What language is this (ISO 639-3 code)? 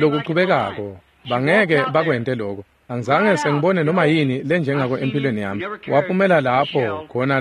ssw